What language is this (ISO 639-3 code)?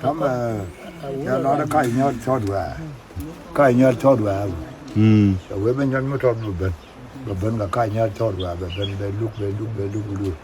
nus